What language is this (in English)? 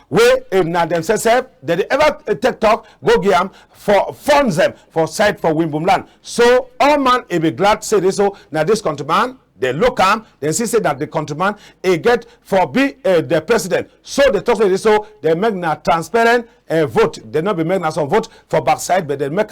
Cameroon Pidgin